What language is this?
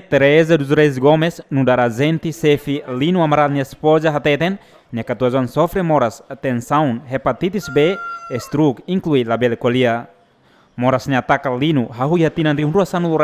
Tetum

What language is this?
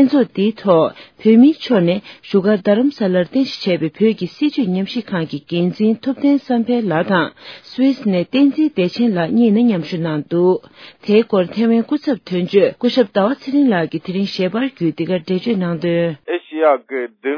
Tibetan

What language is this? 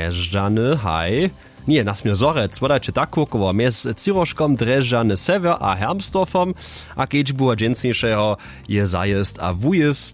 Upper Sorbian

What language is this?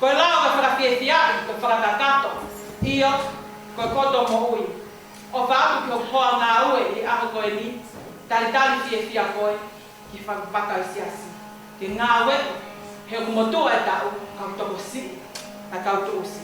Tongan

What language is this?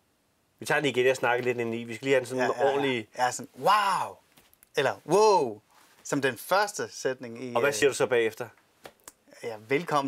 Danish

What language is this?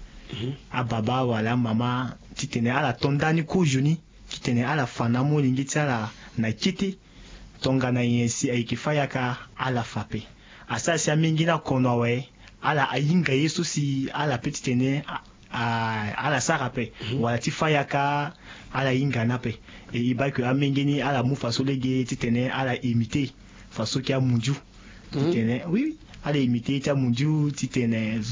Sango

